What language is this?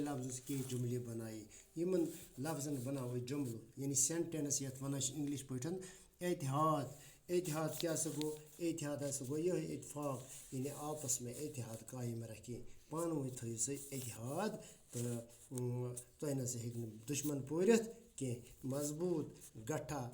Kashmiri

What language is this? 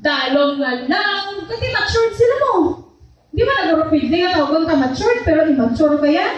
Hiligaynon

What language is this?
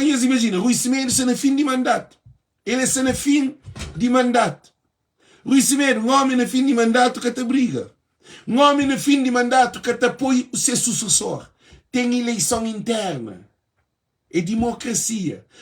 Kabuverdianu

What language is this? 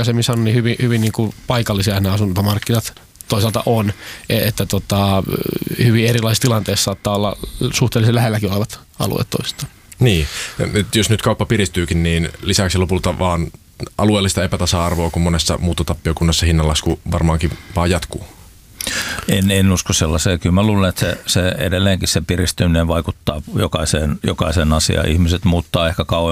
Finnish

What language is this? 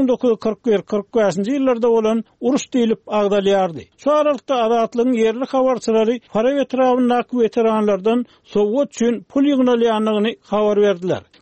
Turkmen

